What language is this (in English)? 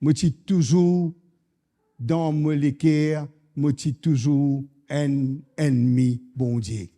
Morisyen